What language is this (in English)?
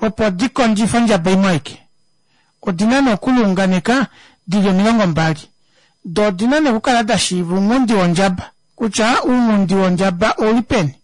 Kuanyama